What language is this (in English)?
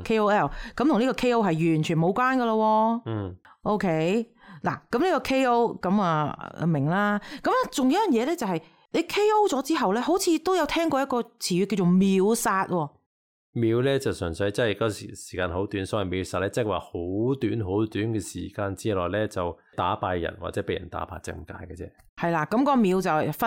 Cantonese